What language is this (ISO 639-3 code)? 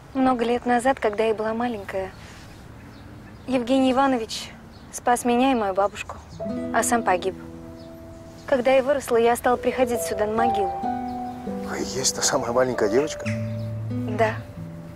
rus